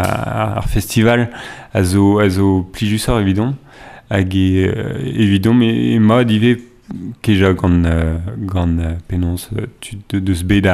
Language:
Breton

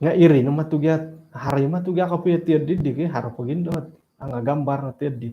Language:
Central Dusun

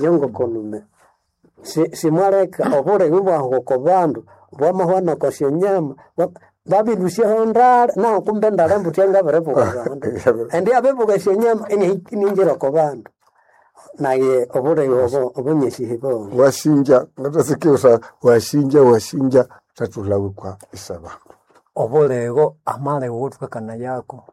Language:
Nande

